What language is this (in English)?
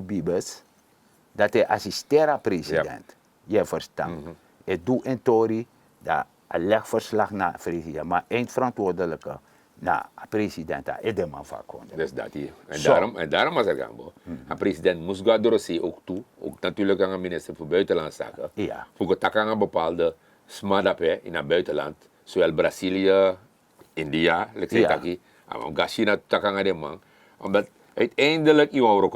Sranan Tongo